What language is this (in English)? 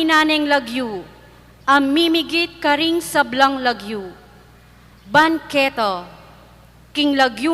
Pampanga